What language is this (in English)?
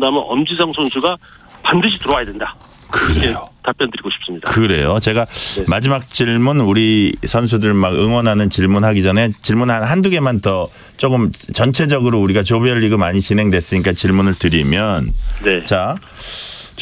Korean